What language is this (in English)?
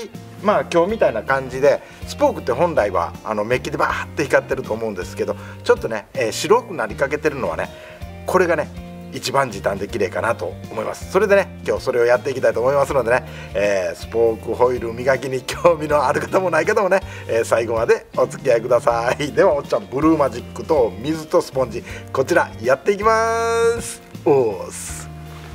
Japanese